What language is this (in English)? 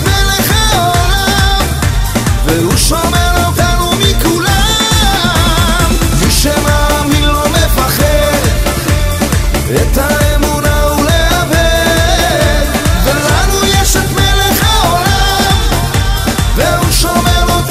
Hebrew